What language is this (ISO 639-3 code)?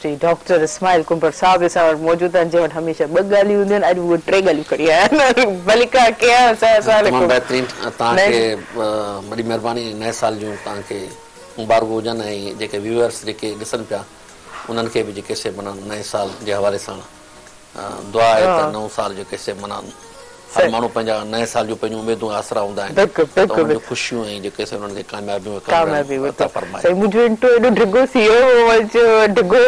snd